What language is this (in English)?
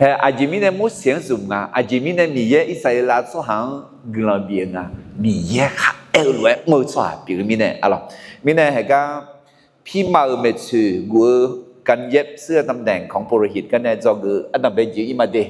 Akha